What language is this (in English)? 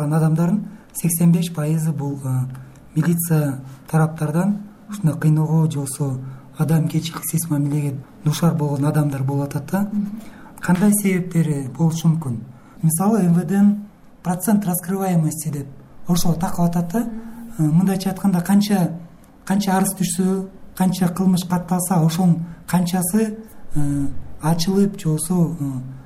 Kyrgyz